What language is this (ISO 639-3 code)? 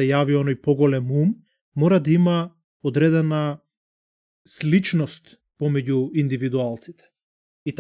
mkd